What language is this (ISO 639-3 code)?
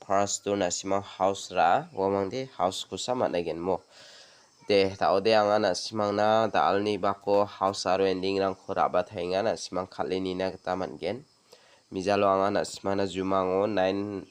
grt